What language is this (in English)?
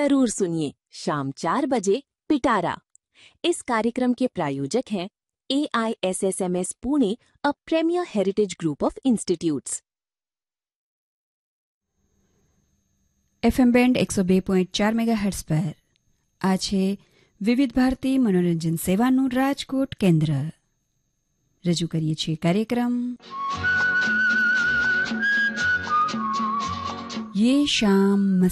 Gujarati